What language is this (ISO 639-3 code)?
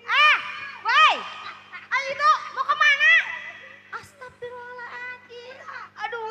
bew